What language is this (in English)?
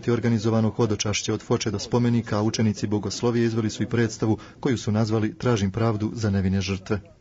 Bosnian